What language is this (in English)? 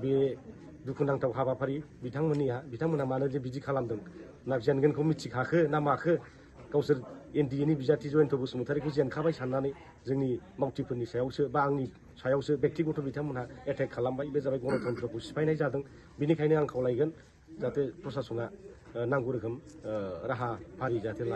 Bodo